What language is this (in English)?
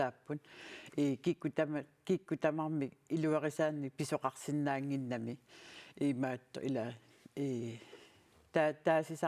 Kalaallisut